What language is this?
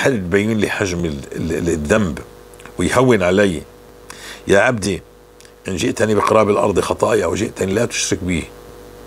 North Levantine Arabic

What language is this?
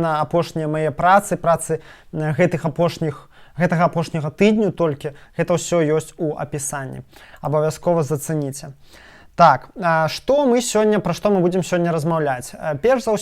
Belarusian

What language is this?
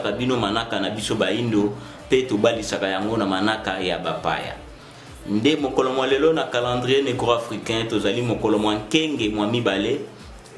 Lingala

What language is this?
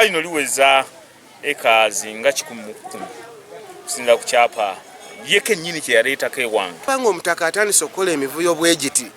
Ganda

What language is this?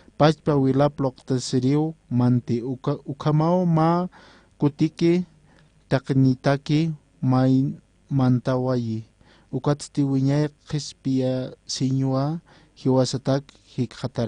Aymara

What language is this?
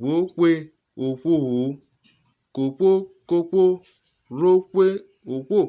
Urhobo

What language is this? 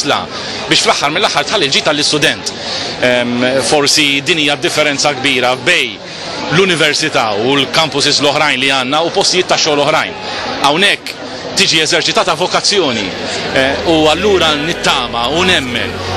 Maltese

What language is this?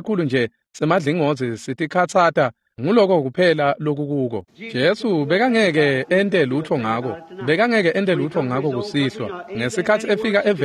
Swati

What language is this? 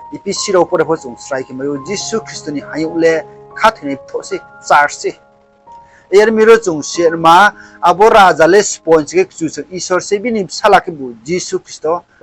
Riang (India)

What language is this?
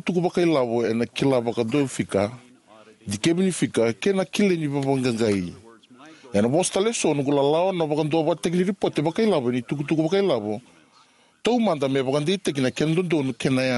Fijian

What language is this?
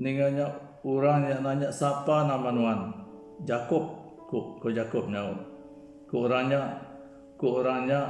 Iban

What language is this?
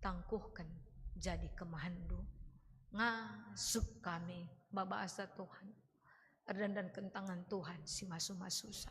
Batak Karo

